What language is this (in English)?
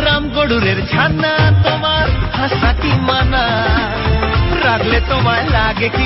Bangla